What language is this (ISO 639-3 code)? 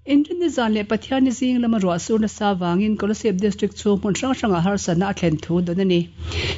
lus